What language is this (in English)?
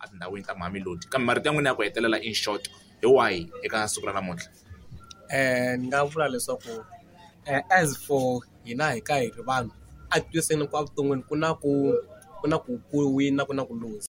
Tsonga